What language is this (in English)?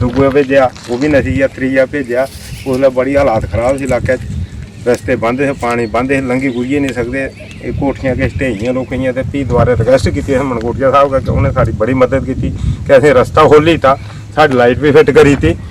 Dogri